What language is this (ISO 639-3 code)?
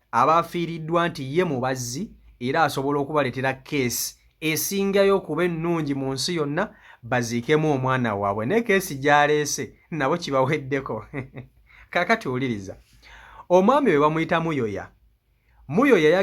lug